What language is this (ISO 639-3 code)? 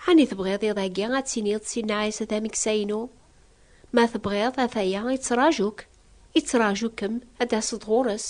kab